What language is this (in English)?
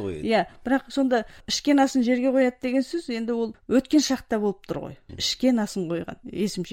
Kazakh